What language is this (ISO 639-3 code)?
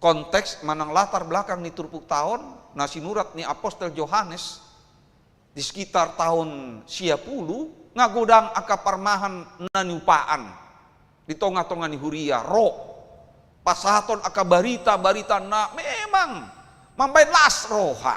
bbc